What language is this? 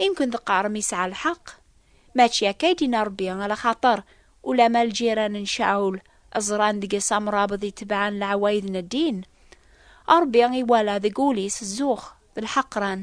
Kabyle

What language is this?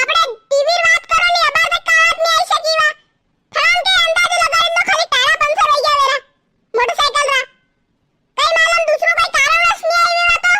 Rajasthani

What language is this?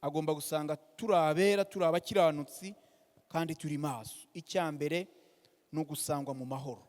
Kinyarwanda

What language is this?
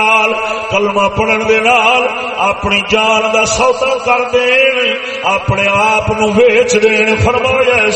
Saraiki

